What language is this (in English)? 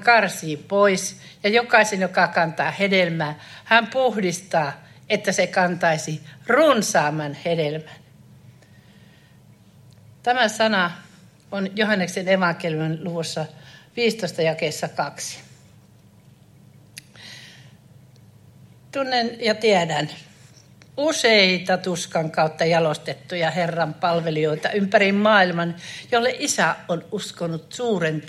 Finnish